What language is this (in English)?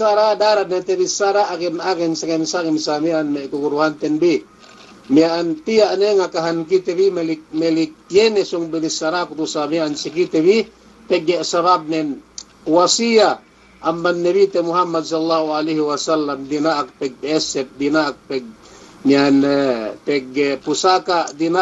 Yakan